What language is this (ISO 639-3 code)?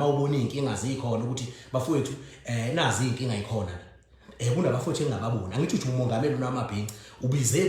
zul